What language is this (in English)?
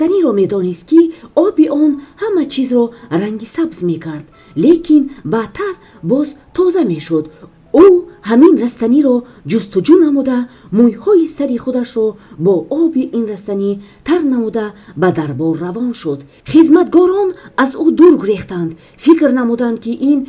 Tajik